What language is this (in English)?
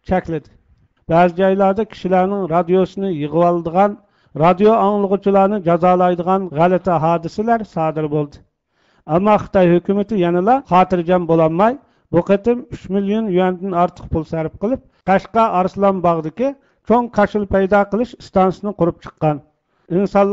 Uyghur